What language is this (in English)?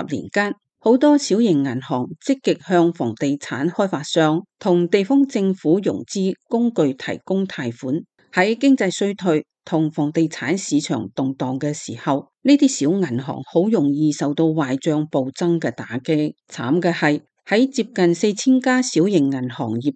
Cantonese